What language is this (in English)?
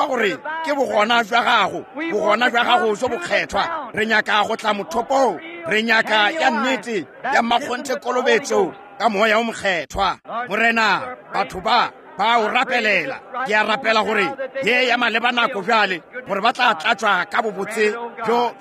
Northern Sotho